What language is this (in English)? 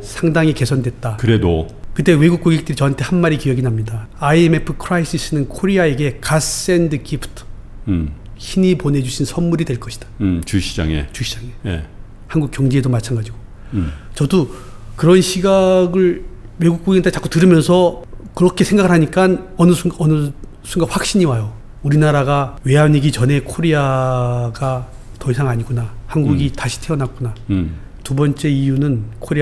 Korean